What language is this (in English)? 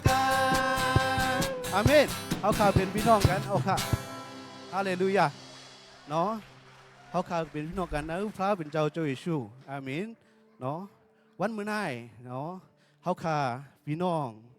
Shan